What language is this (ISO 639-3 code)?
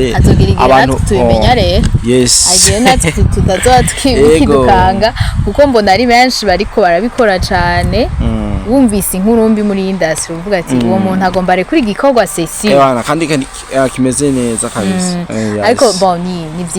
run